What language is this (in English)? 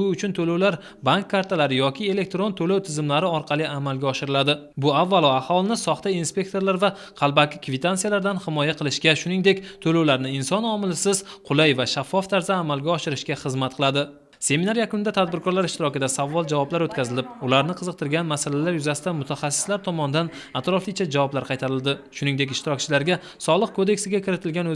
Uzbek